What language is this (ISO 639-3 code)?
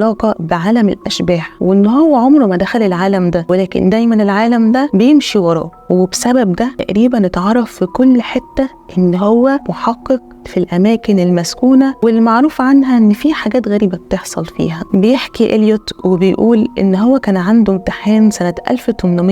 arz